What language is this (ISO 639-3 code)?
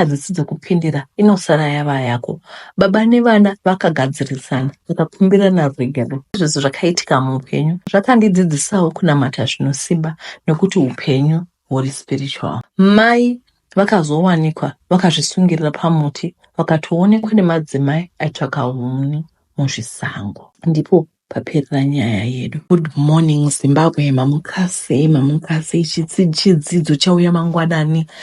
sna